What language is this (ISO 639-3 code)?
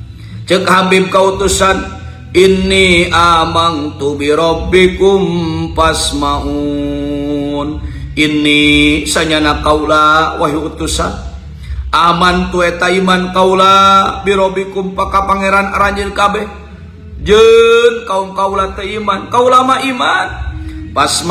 sun